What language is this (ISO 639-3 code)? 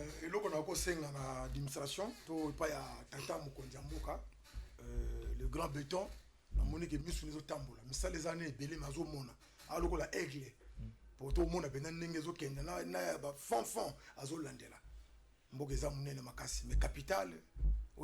lin